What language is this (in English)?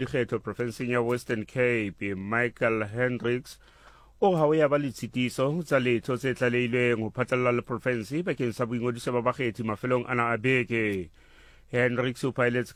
Southern Sotho